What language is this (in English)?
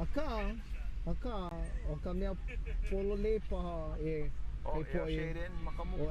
Hawaiian